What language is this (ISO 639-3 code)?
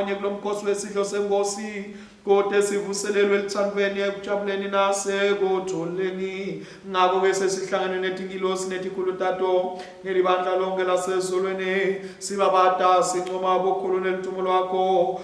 ssw